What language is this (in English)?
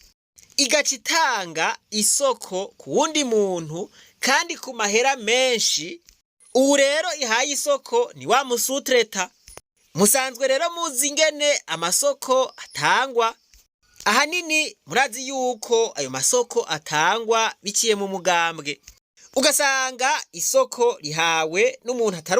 Rundi